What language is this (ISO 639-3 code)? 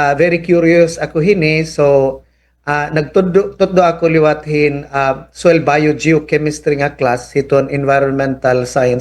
war